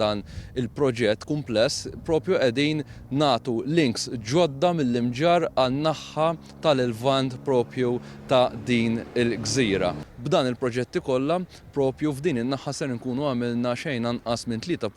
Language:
Maltese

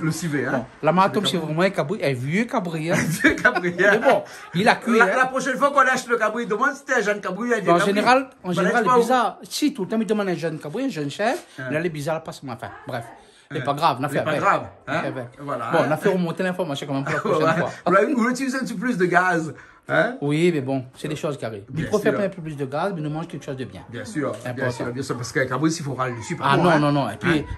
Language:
Réunion Creole French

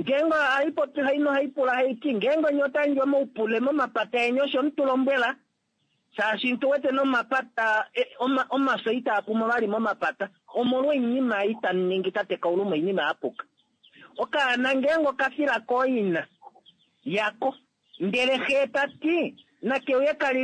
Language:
Kuanyama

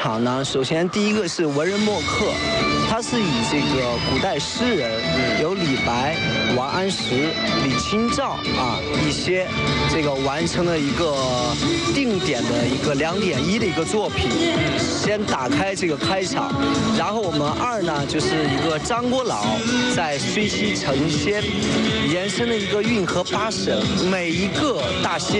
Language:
Chinese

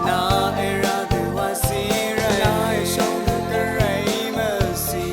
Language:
Rawang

